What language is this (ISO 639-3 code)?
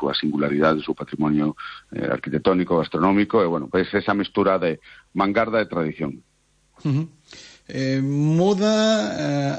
glg